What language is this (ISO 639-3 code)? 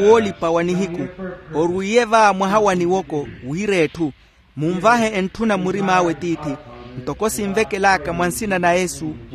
vmw